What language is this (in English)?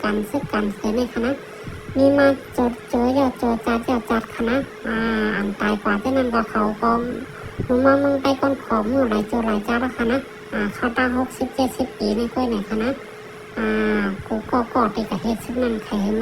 Shan